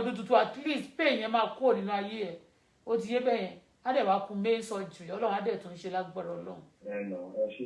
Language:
Yoruba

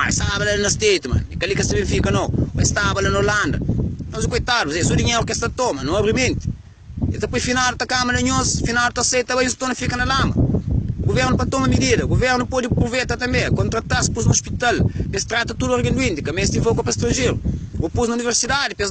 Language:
Kabuverdianu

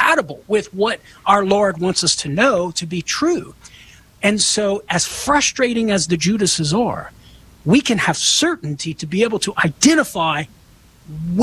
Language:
English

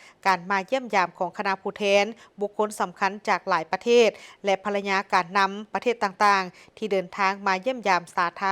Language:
Lao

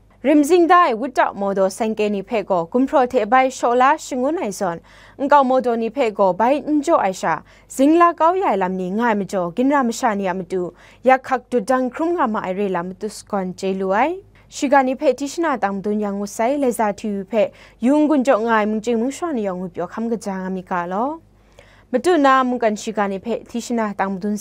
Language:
Kachin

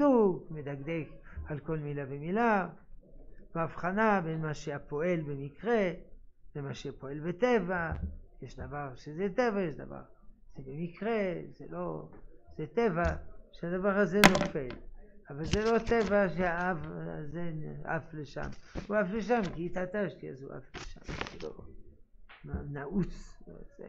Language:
Hebrew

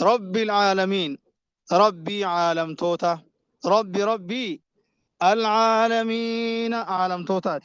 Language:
Oromo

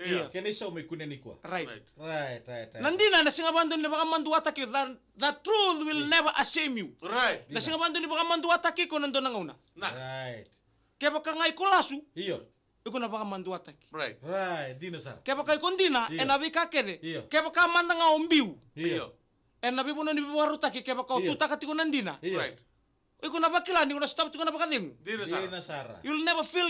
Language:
Fijian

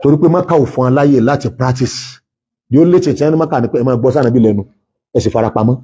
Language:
Yoruba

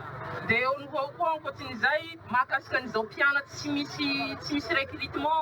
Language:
Malagasy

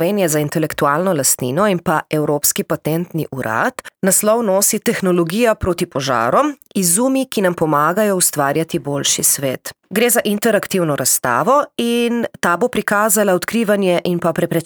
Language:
Slovenian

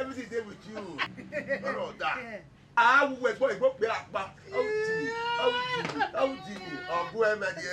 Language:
Bini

